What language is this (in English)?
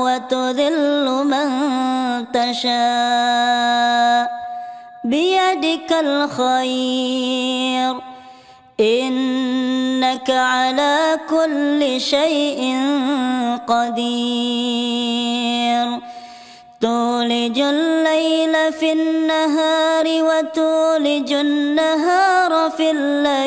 Arabic